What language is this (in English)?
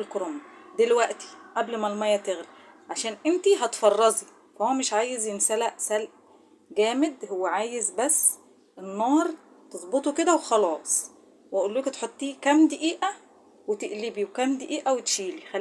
Egyptian Arabic